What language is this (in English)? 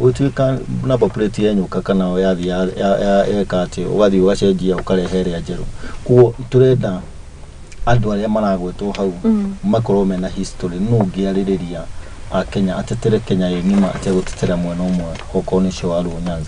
Kikuyu